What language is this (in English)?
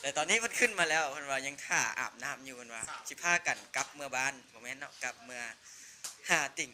Lao